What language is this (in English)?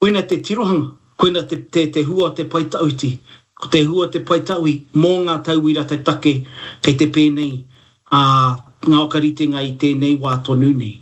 Māori